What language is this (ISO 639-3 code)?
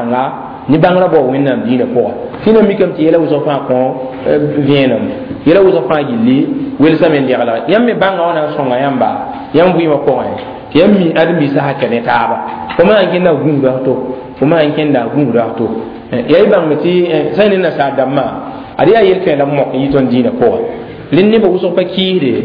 mos